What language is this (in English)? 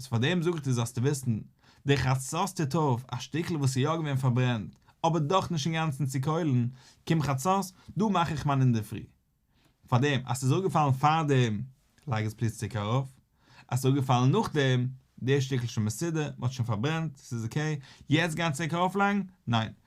Yiddish